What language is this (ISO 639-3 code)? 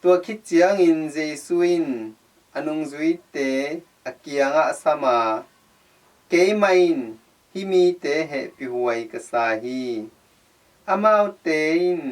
ctd